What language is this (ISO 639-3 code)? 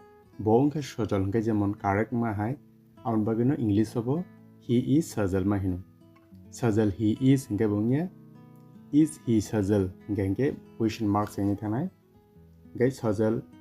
trp